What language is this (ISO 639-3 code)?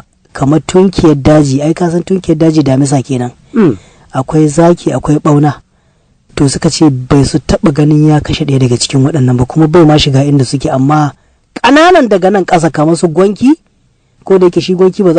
hau